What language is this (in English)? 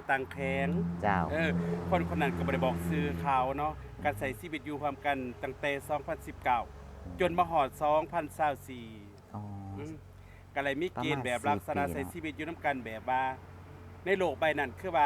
Lao